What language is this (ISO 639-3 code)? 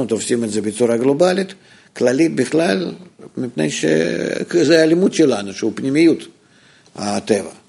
heb